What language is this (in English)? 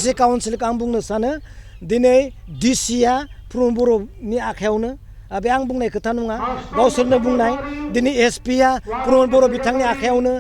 Bodo